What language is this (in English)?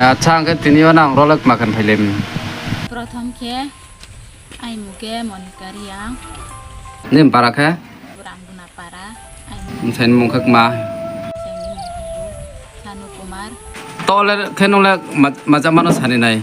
Riang (India)